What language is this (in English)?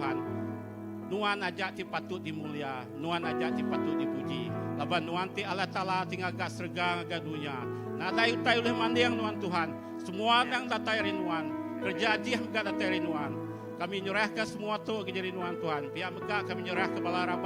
Iban